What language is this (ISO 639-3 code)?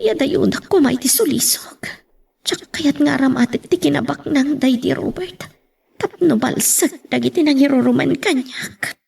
ilo